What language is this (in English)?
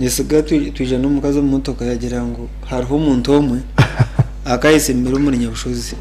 Nyankole